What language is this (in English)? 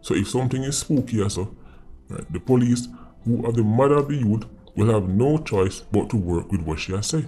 Jamaican Creole English